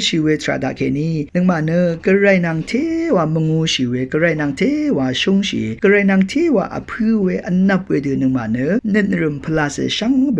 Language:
Rawang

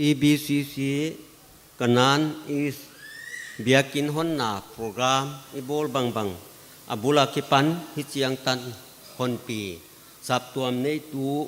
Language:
Paite Chin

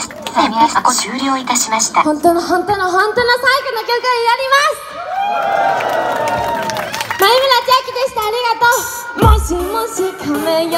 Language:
Japanese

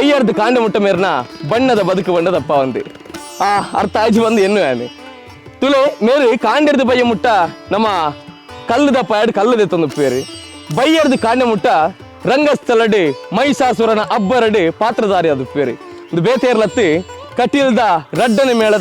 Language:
Tulu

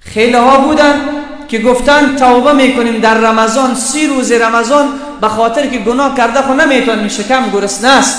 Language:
Persian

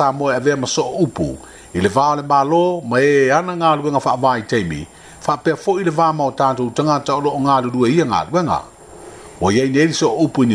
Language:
Samoan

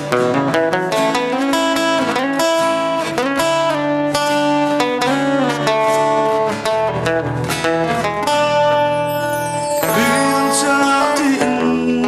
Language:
Hakha Chin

